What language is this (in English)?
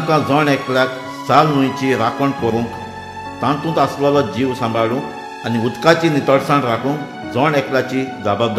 Konkani